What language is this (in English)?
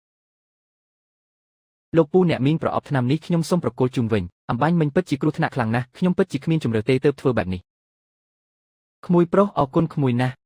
Khmer